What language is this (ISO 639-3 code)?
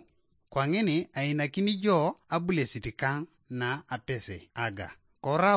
teo